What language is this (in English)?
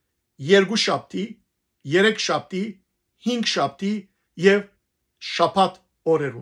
Western Armenian